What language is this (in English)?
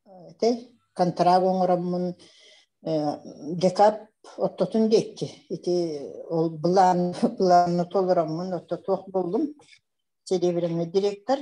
Yakut